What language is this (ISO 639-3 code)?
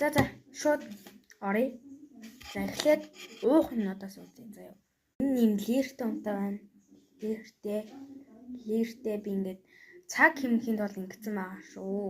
mon